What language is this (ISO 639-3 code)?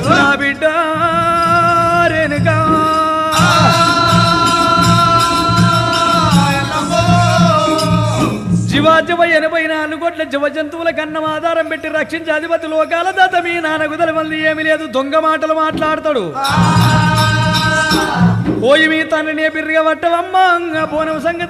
tel